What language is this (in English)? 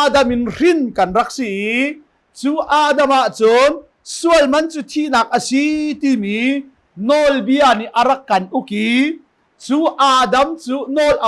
Hakha Chin